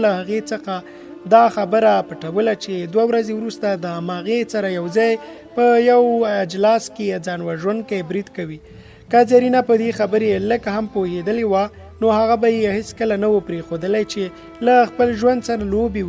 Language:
Pashto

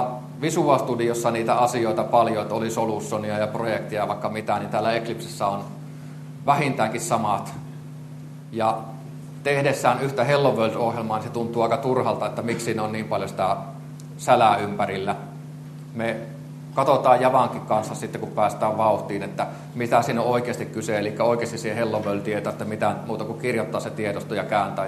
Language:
Finnish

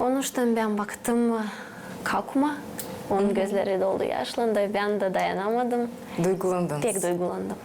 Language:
Gagauz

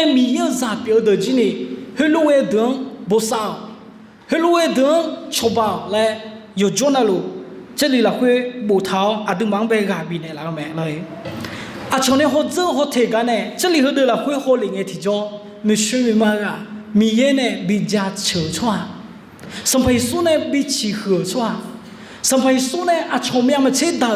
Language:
Akha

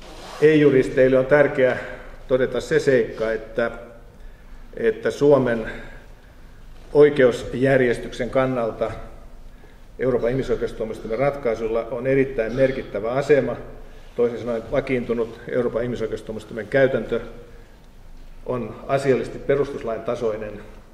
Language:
Finnish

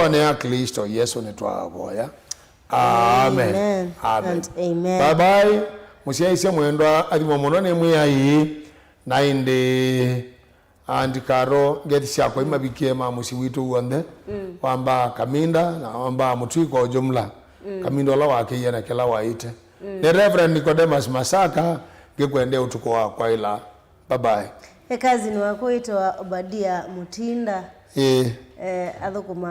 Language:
Kamba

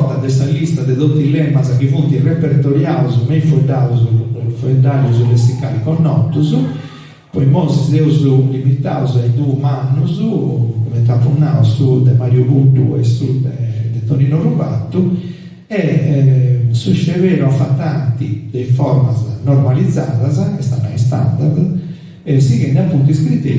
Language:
Sardinian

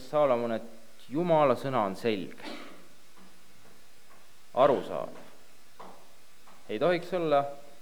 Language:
Estonian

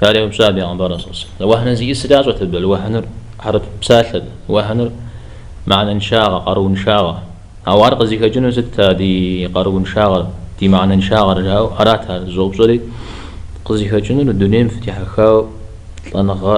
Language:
Kabardian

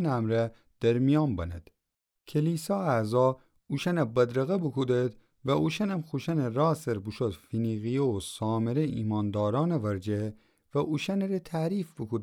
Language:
Gilaki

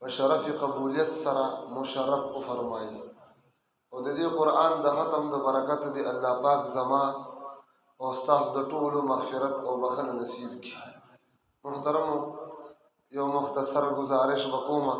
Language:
Pashto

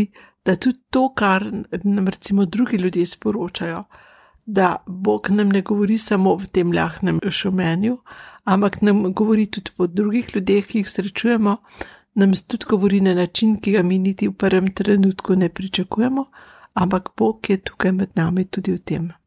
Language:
Slovenian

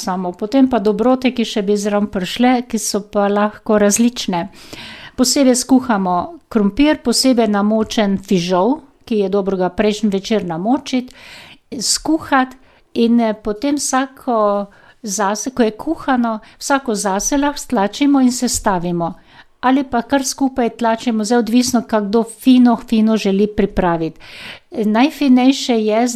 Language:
Slovenian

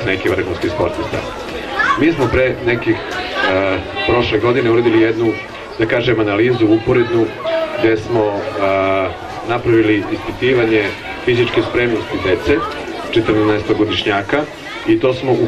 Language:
Serbian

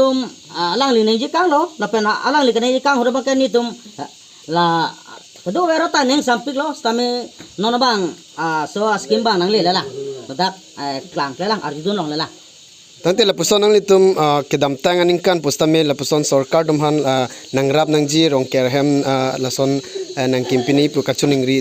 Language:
Karbi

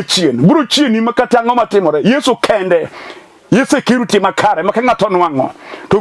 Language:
Luo (Kenya and Tanzania)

